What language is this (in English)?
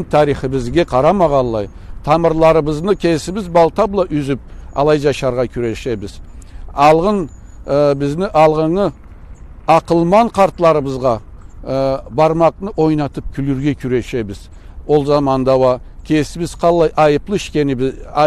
Karachay-Balkar